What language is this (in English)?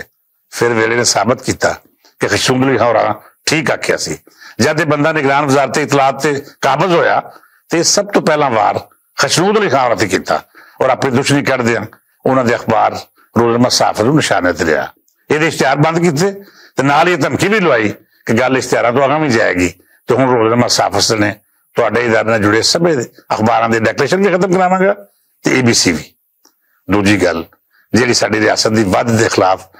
Western Panjabi